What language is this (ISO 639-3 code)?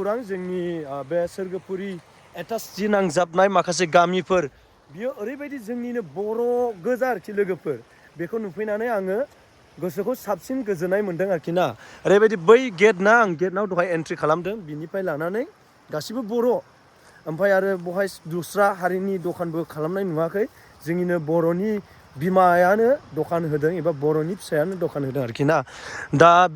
brx